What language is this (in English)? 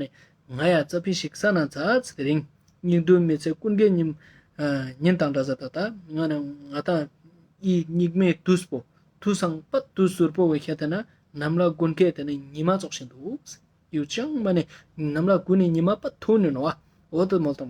Ladakhi